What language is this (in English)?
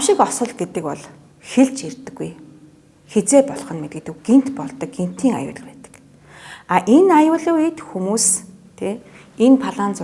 Mongolian